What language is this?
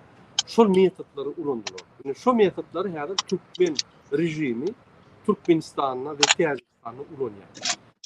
Turkmen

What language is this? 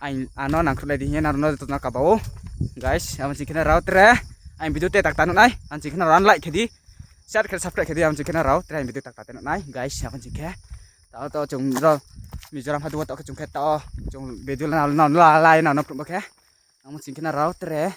Riang (India)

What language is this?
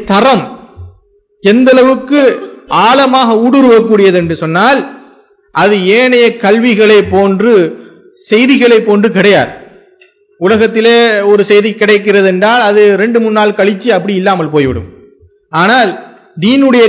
Tamil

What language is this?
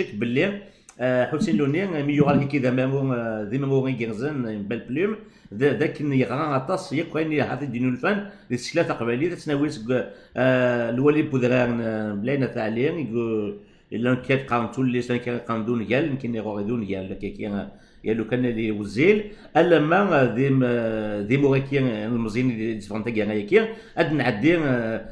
Kabyle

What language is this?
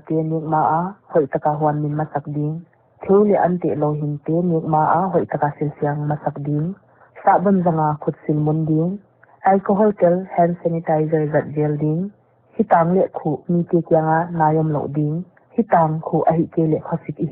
Paite Chin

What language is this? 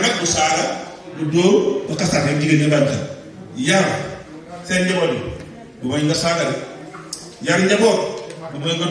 Wolof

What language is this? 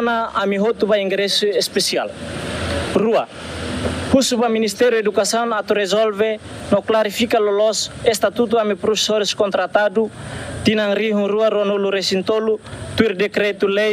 Tetum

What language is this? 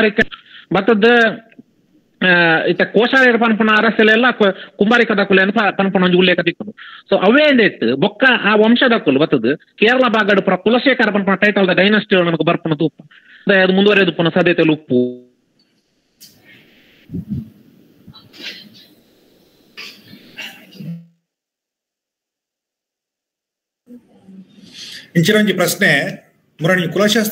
Tulu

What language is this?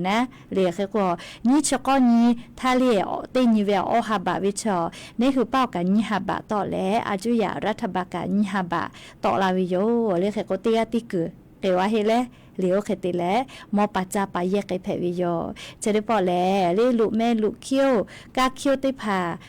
Lahu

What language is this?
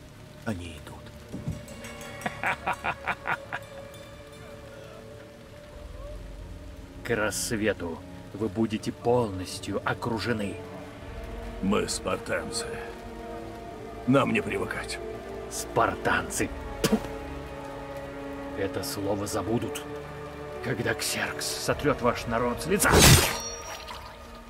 Russian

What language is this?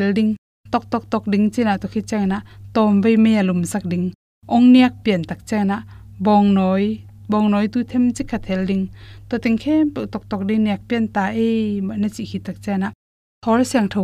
Tedim Chin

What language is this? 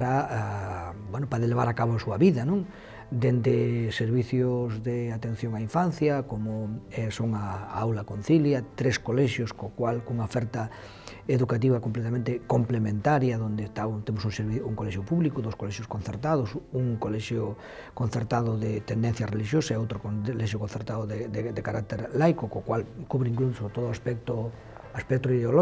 Galician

